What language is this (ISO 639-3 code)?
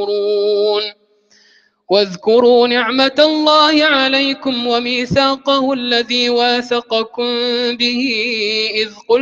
ara